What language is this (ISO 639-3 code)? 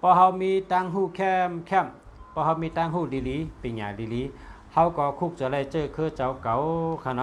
shn